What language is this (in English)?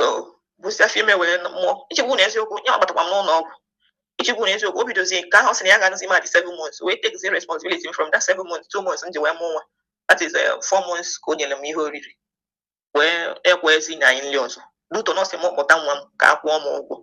Igbo